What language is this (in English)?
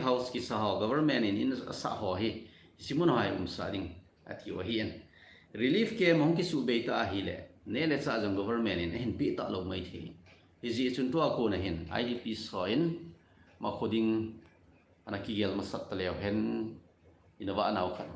Thado Chin